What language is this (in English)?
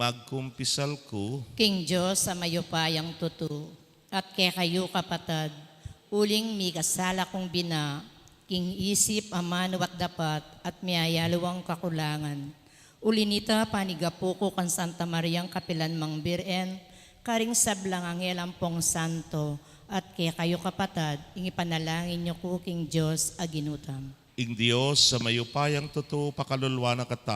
Pampanga